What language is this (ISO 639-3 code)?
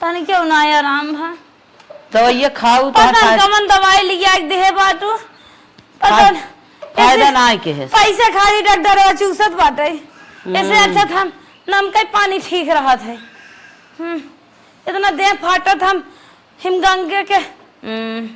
awa